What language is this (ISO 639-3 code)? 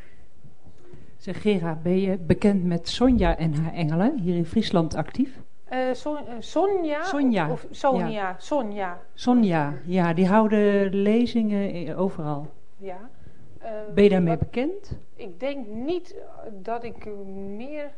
nld